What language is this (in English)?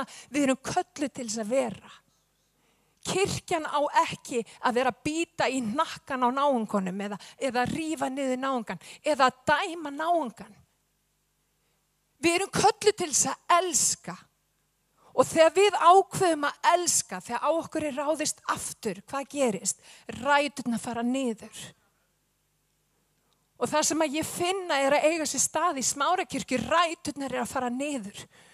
Icelandic